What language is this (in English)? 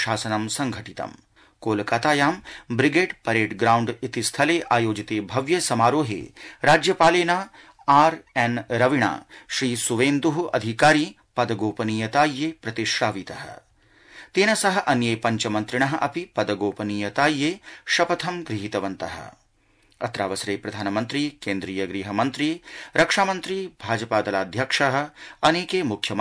Sanskrit